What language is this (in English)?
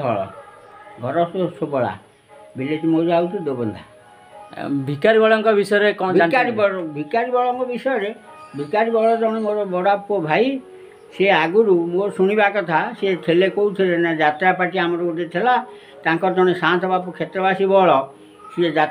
Odia